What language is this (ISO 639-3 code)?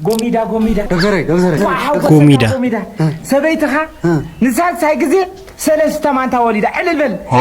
tir